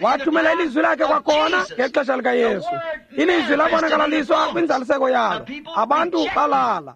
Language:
Xhosa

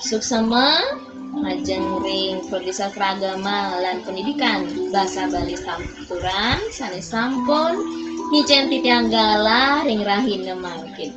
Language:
Balinese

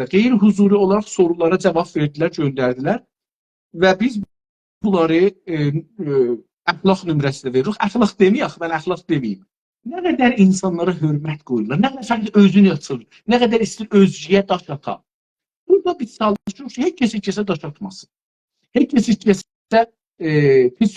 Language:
South Azerbaijani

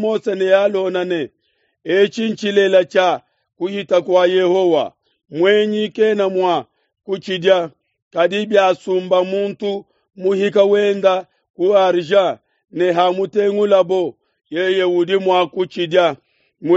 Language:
Luba-Lulua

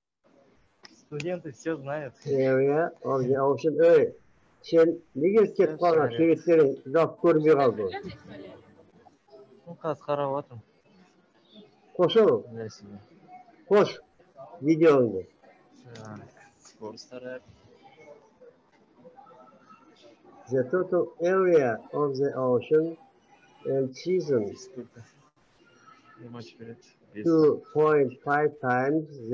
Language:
Kazakh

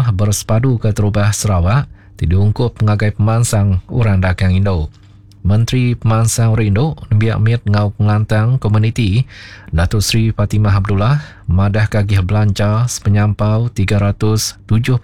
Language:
Iban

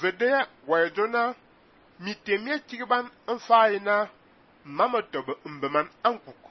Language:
Fang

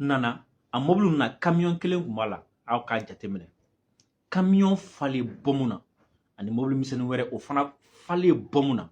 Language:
Bambara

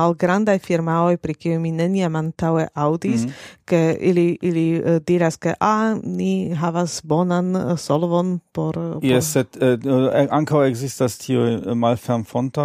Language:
Esperanto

